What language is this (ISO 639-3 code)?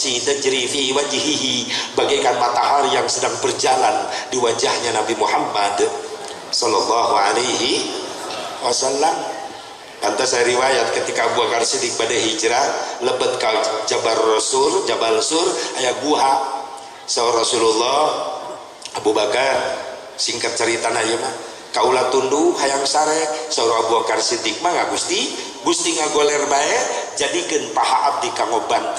sun